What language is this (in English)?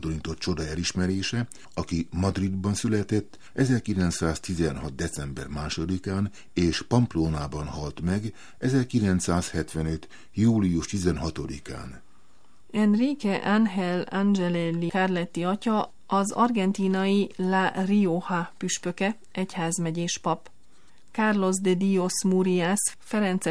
Hungarian